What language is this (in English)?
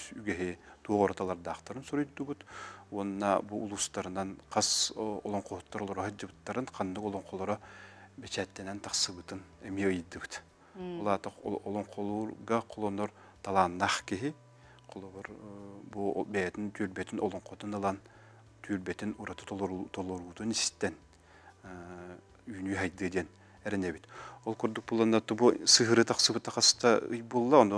Yakut